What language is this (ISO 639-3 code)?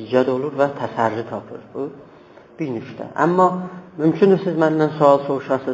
azb